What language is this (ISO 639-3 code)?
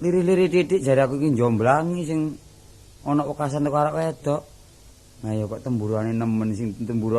jav